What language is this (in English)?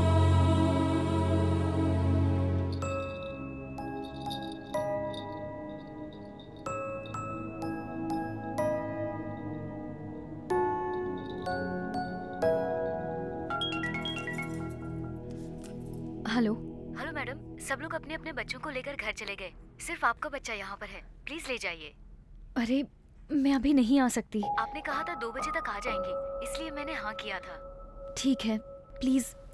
Hindi